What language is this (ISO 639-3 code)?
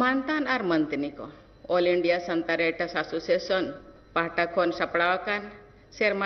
sat